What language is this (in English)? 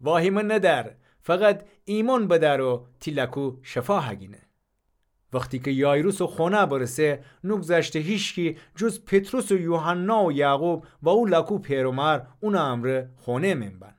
Gilaki